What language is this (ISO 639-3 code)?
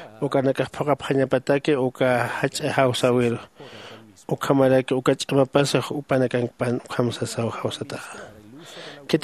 aym